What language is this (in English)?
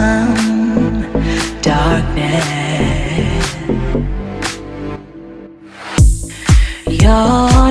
English